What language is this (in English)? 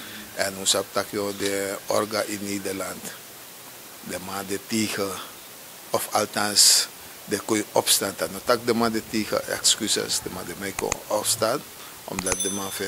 Sranan Tongo